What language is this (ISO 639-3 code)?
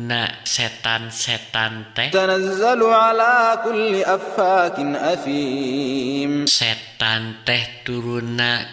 sun